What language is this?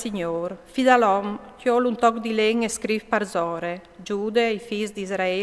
Friulian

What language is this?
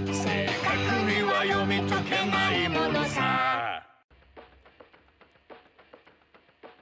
Japanese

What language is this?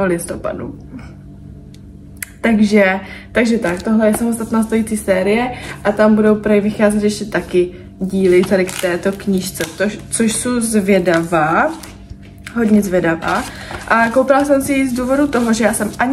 Czech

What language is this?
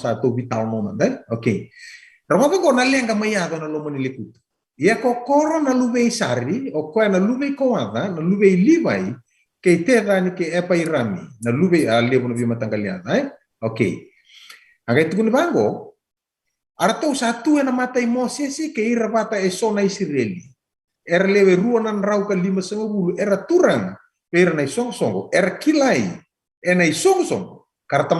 Fijian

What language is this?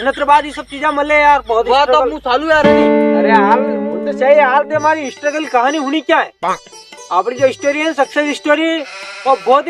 Rajasthani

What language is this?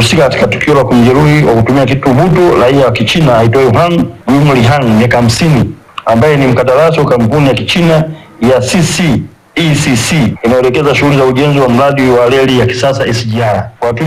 Swahili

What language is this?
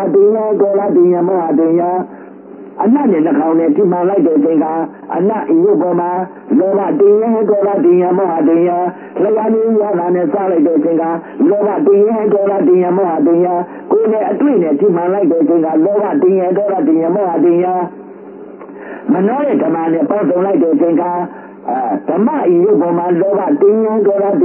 Burmese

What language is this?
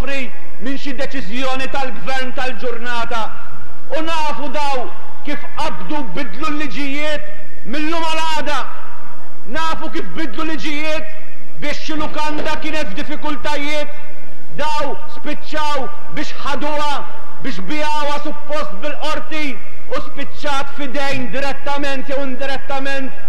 Maltese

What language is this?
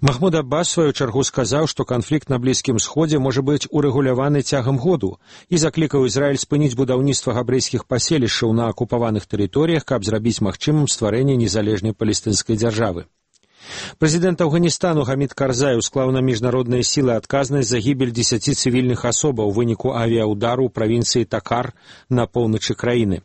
Belarusian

